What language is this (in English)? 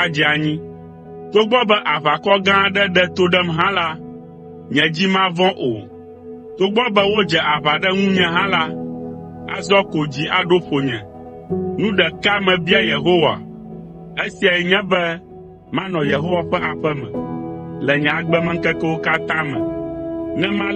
Ewe